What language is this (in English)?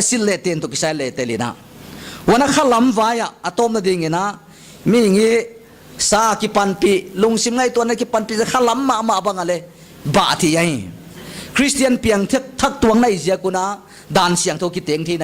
Paite Chin